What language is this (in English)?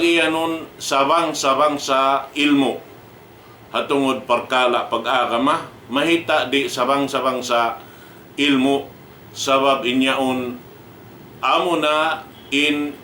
Tausug